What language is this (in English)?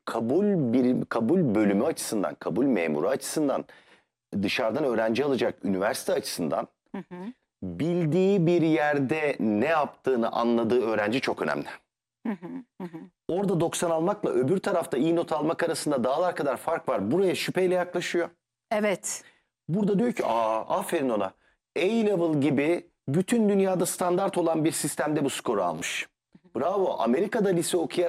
Turkish